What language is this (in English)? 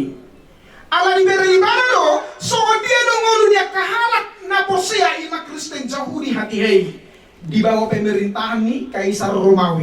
Batak Toba